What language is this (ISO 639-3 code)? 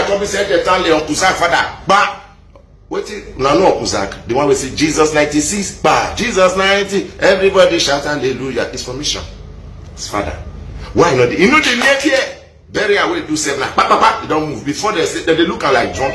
pcm